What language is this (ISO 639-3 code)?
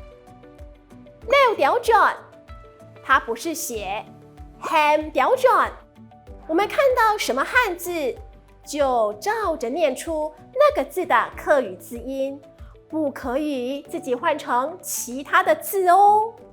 hak